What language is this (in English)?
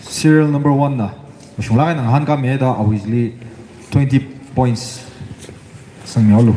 Tangkhul Naga (India)